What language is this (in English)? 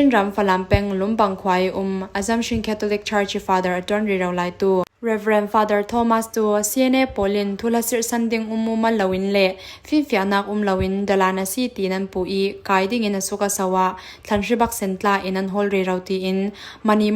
Falam Chin